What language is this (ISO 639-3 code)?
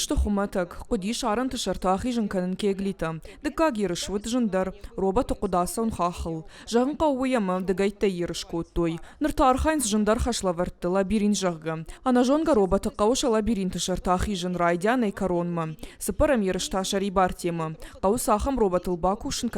oss